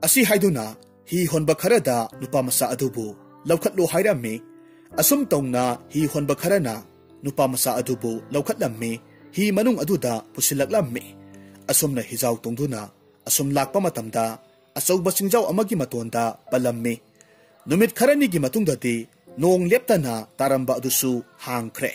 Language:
Manipuri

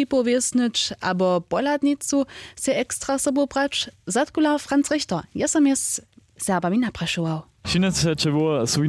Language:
Upper Sorbian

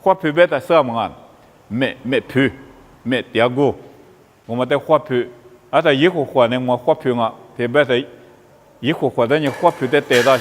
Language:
Lisu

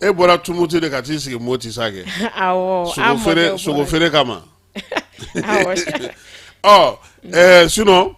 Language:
Bambara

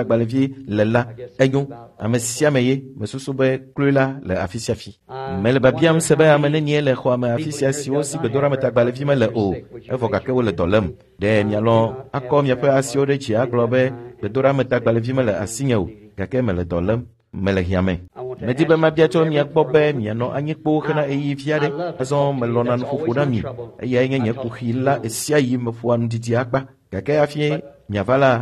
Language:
Ewe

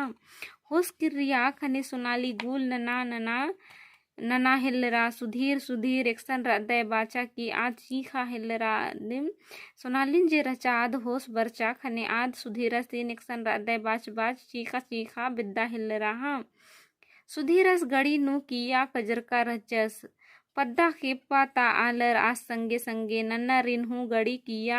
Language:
Kurukh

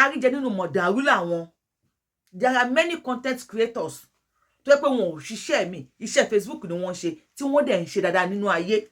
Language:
Yoruba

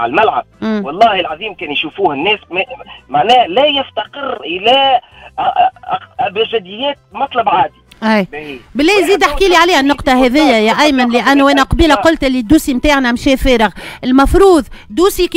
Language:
Tunisian Arabic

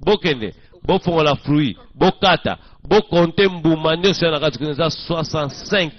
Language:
Lingala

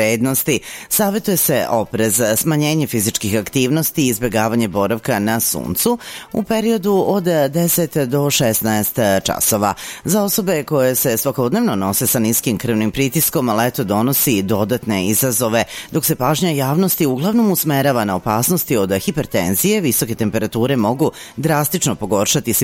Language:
Serbian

